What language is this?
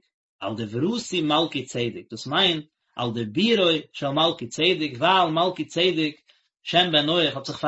Yiddish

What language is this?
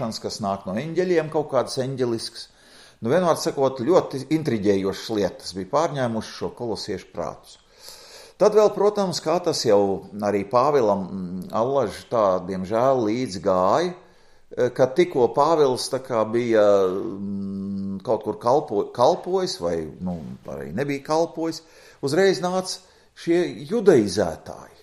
Latvian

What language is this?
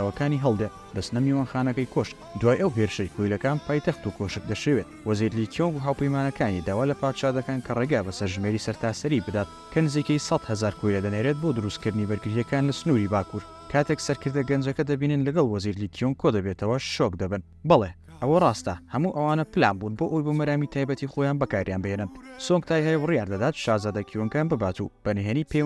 Central Kurdish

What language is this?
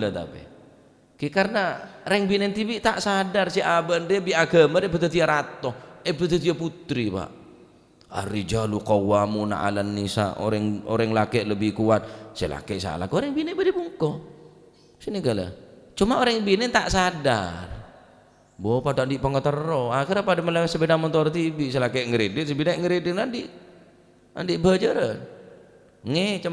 Madurese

